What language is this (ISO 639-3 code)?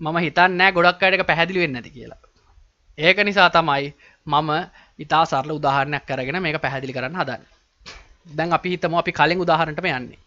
sin